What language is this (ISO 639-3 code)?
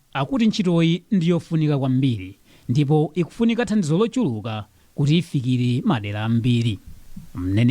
nya